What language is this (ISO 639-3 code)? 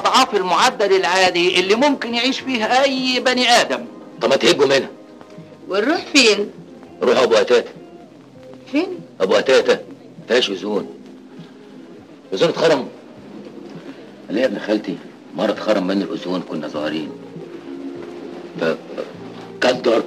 arz